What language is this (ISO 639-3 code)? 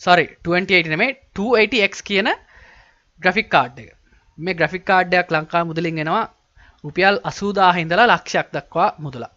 sin